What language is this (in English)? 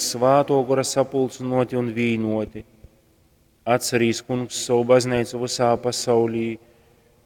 Latgalian